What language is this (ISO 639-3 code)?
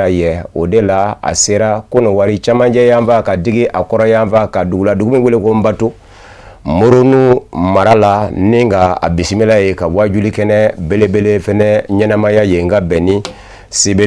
bam